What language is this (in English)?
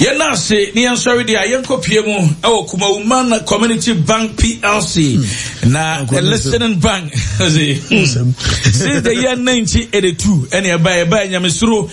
Akan